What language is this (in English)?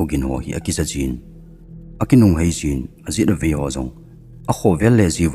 Thado Chin